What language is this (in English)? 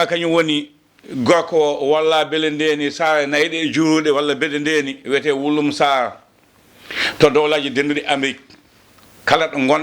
Fula